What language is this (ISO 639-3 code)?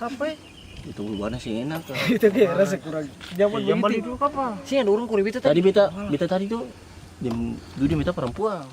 abs